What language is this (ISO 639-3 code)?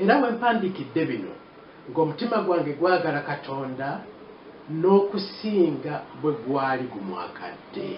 lug